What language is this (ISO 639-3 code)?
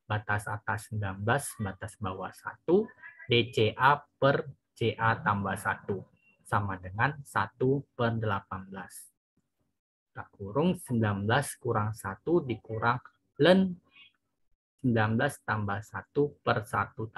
ind